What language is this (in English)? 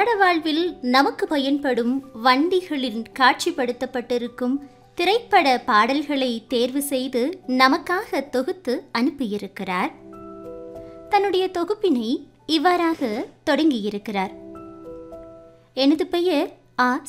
Tamil